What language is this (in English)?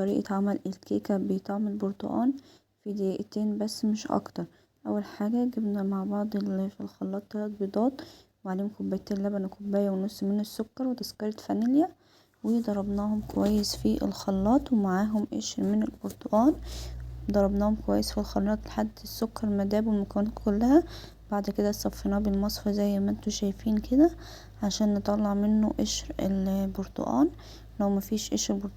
Egyptian Arabic